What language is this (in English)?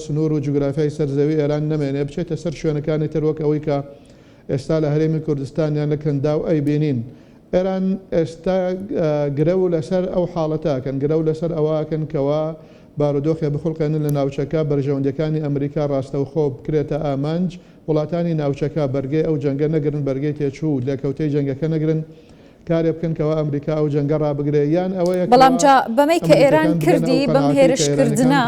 Central Kurdish